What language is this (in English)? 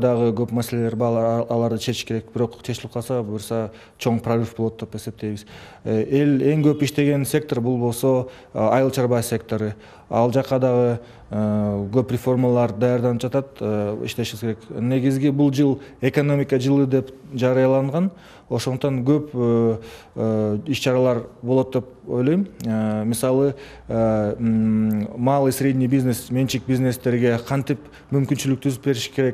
Kyrgyz